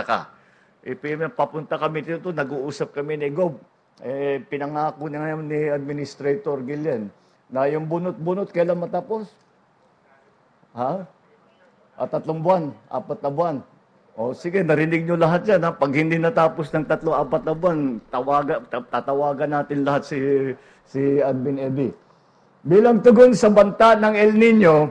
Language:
Filipino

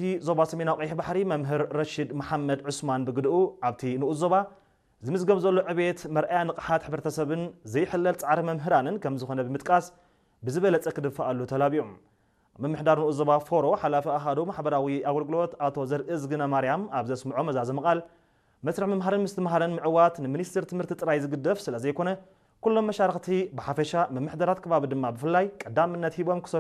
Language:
Tigrinya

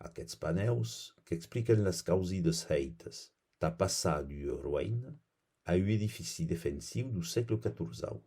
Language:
Occitan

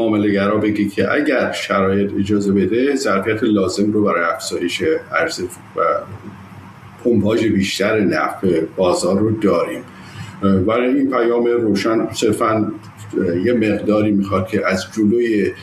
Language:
Persian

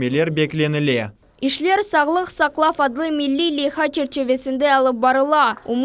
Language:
Crimean Tatar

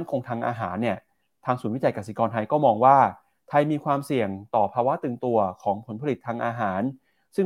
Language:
Thai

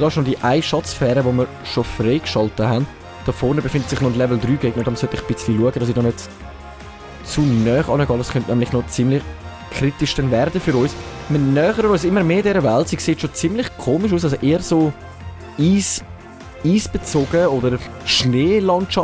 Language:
Swiss German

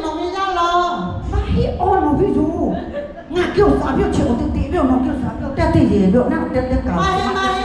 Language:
Lahu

